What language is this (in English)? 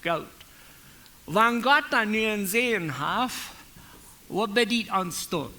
Plautdietsch